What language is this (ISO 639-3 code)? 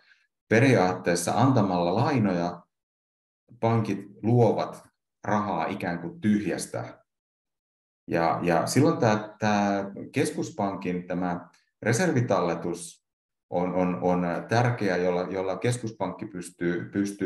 fin